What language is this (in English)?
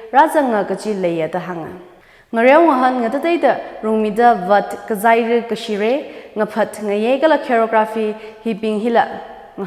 Tangkhul Naga (India)